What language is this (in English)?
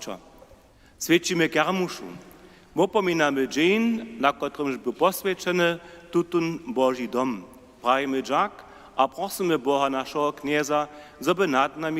Upper Sorbian